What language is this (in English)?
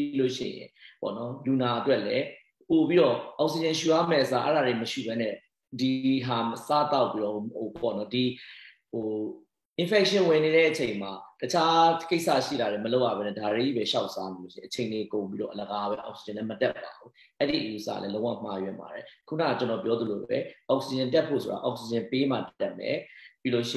Burmese